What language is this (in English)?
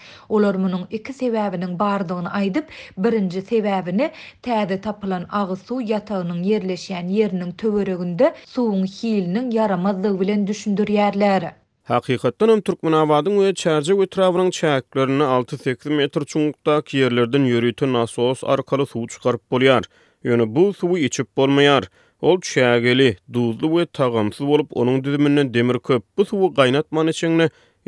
Turkmen